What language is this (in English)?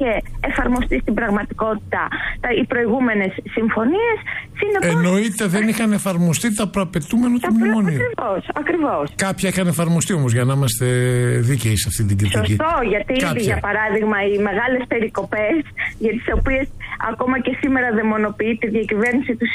Greek